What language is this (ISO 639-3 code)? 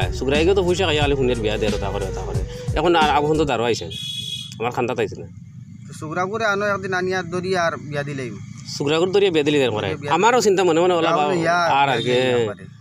syl